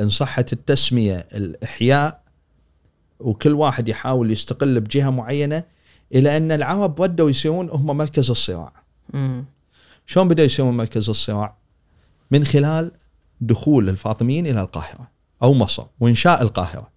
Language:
Gulf Arabic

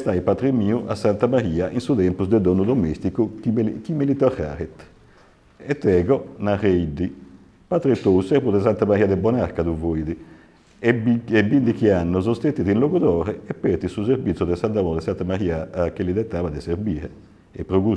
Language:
Sardinian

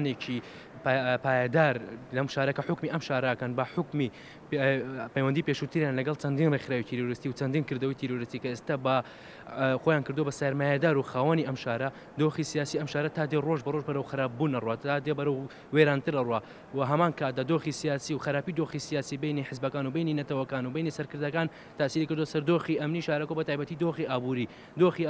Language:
Central Kurdish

